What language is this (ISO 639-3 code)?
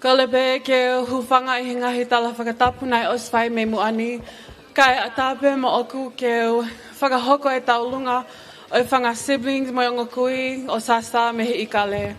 ton